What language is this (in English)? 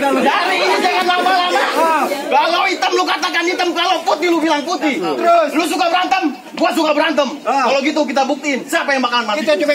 Betawi